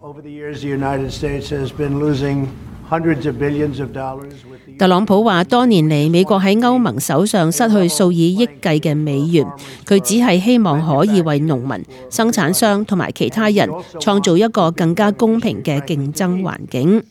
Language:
Cantonese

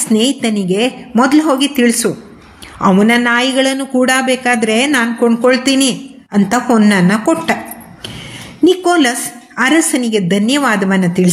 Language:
Kannada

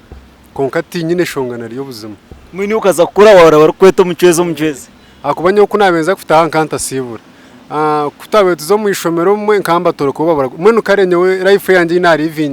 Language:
Nyankole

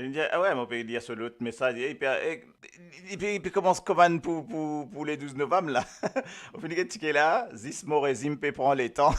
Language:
Morisyen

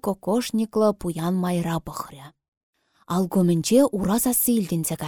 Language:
Chuvash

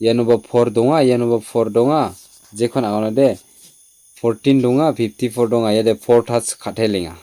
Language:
Garo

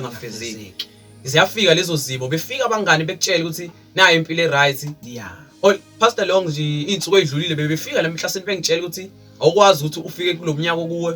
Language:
Zulu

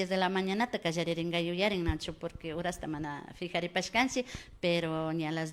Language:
Imbabura Highland Quichua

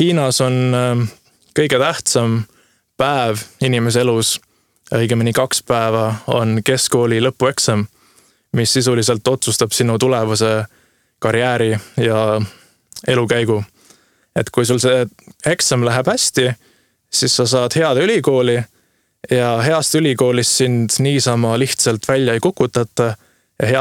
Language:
Estonian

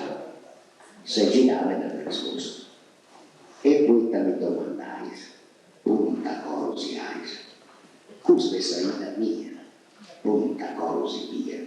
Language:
Sardinian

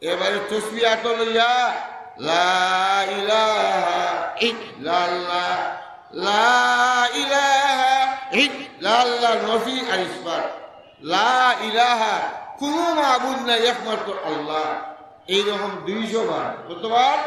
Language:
Sylheti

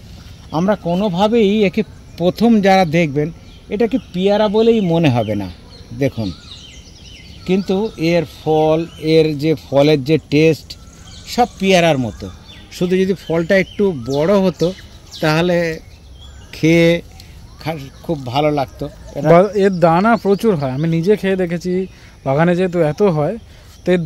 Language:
Bangla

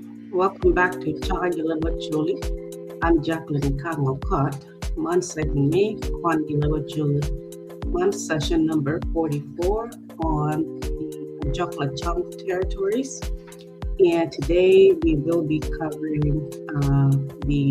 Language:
Acoli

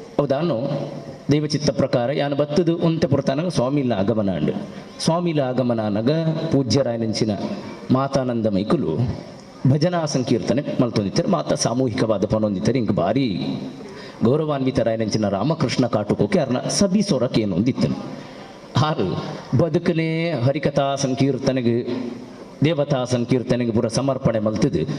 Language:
Tulu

